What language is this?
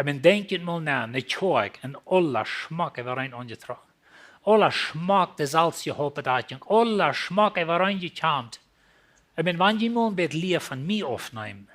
Plautdietsch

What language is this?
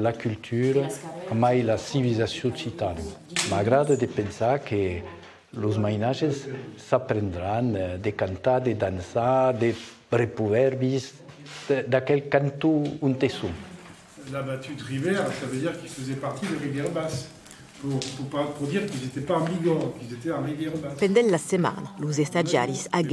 Occitan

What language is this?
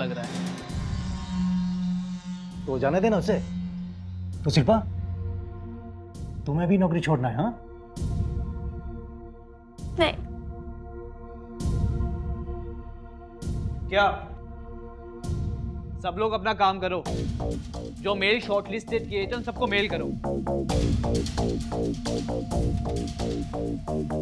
Hindi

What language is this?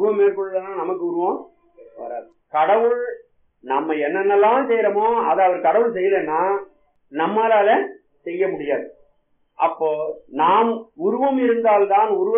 Tamil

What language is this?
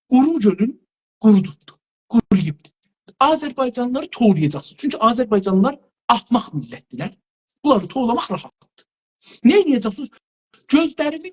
South Azerbaijani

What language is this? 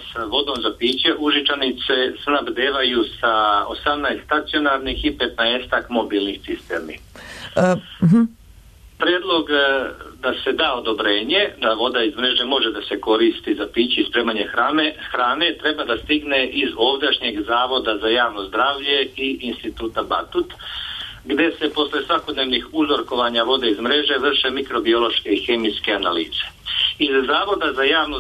Serbian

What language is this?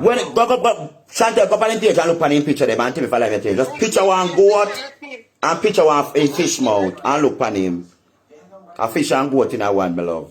Jamaican Creole English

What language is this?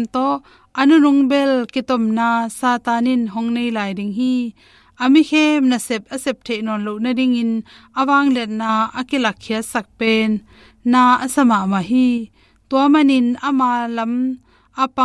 Tedim Chin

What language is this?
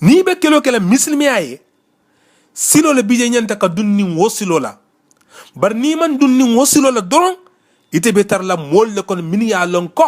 Mandingo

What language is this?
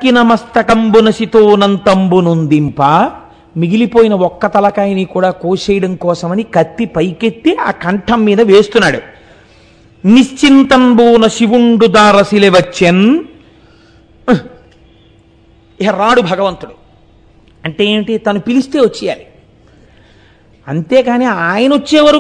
Telugu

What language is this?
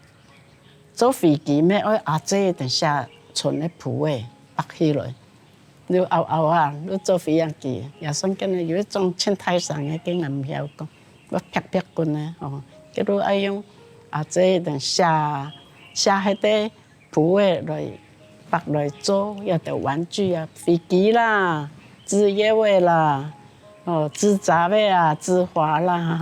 Hakka Chinese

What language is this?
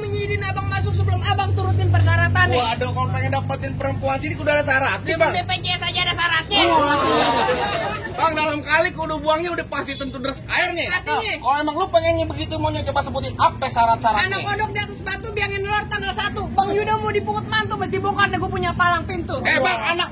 Betawi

